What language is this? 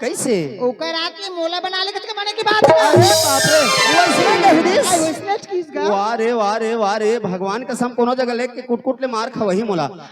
Chhattisgarhi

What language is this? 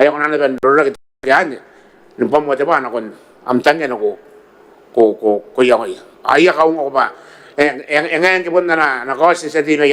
Gilbertese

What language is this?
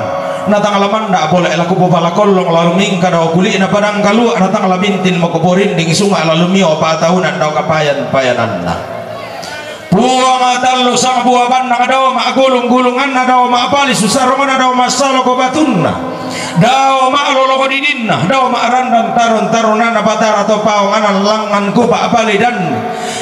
Toraja-Sa'dan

